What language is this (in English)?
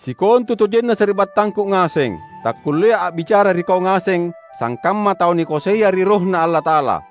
Makasar